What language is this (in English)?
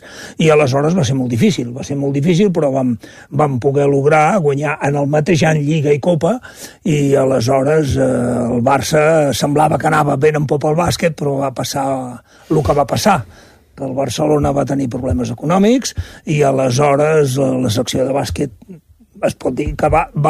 Catalan